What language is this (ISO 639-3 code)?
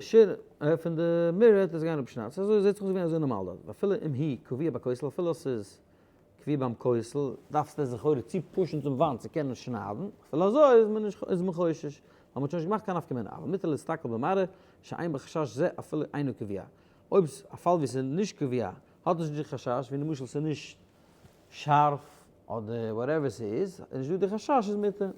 yid